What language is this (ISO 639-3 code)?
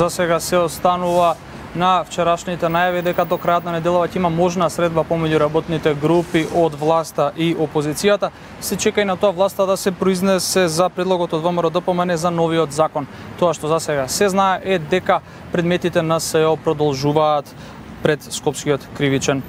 mkd